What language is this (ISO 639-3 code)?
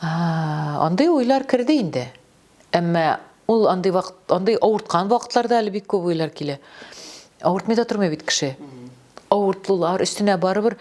tat